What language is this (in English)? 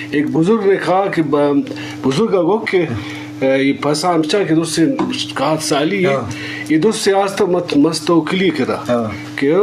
Eastern Balochi